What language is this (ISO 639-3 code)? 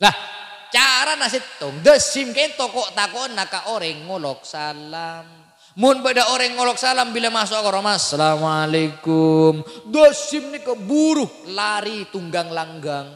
mad